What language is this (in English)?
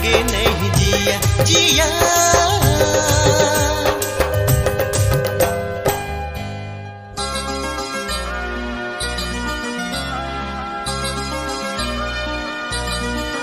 Sadri